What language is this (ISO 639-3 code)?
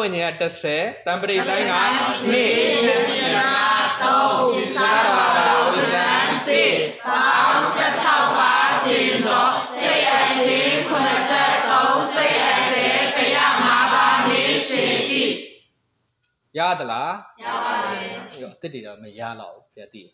mya